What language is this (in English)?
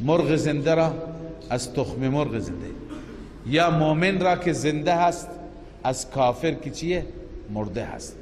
Persian